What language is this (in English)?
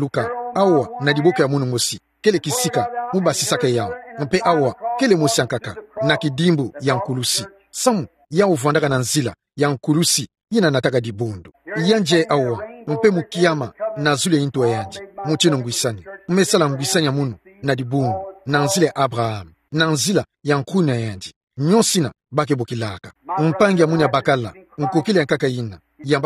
Kituba (Democratic Republic of Congo)